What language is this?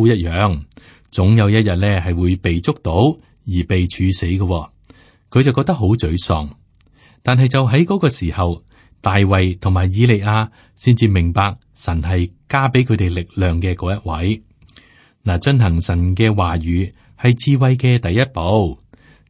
Cantonese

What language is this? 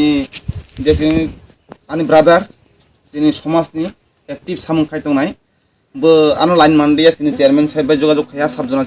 Kok Borok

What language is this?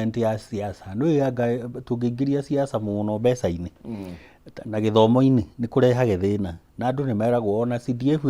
Kikuyu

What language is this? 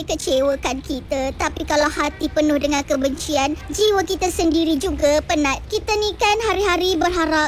Malay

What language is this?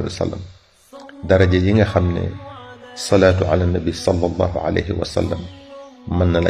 Wolof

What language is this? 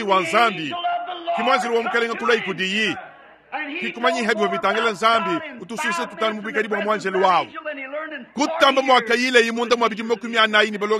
Luba-Lulua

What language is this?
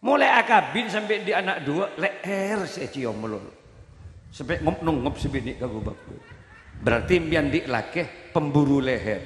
Madurese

